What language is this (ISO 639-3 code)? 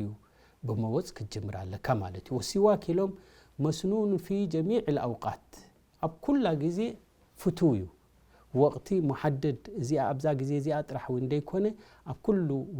tir